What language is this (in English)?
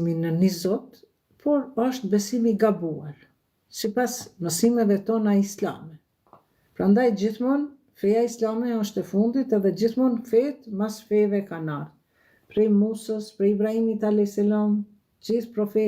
Albanian